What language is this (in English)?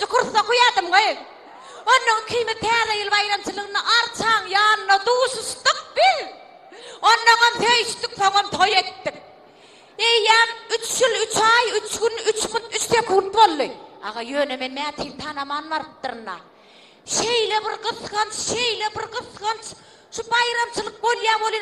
Turkmen